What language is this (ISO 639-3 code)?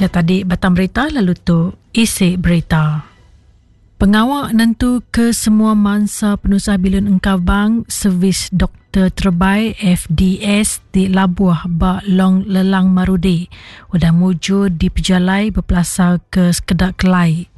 iba